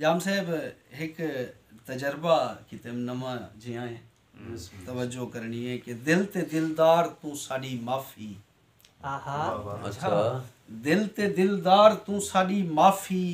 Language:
Saraiki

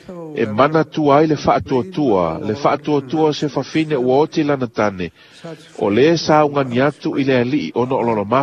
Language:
Samoan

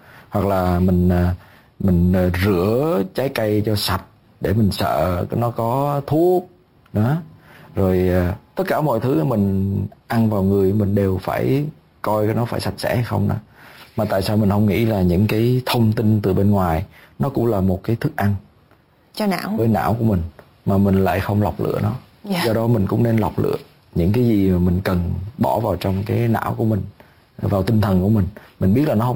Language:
Vietnamese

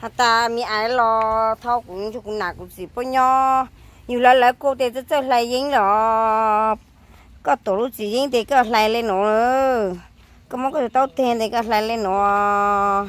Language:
Hmong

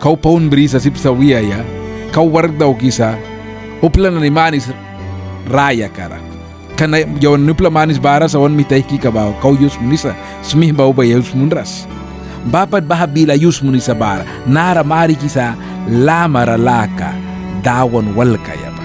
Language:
Mískito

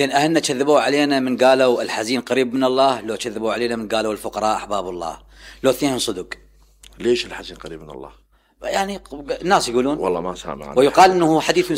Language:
Mesopotamian Arabic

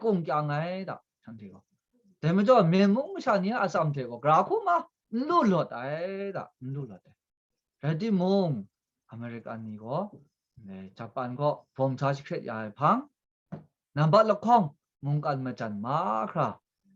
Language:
Kachin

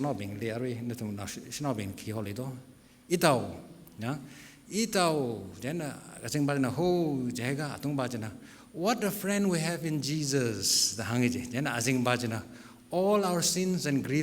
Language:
Tangkhul Naga (India)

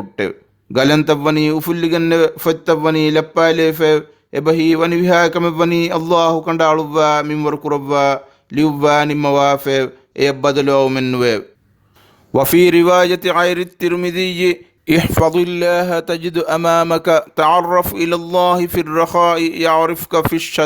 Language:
Divehi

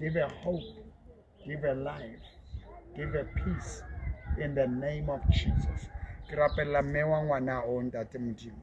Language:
Southern Sotho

